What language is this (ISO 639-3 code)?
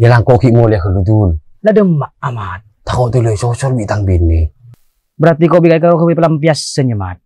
mad